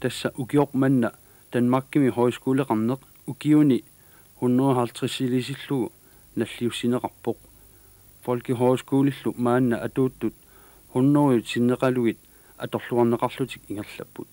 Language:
Kalaallisut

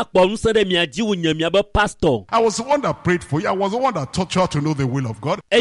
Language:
Ewe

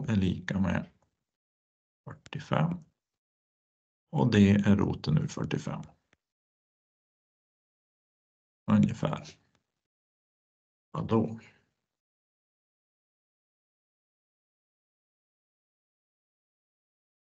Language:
Swedish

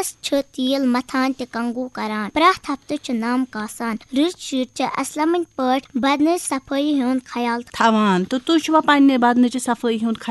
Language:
Kashmiri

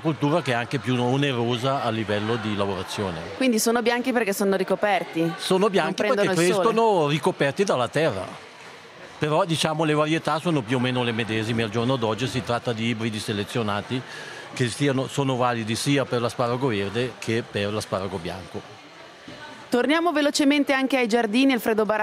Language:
Italian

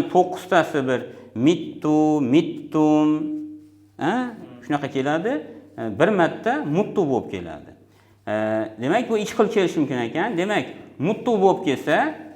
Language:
Uzbek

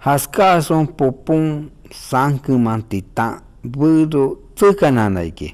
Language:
Shipibo-Conibo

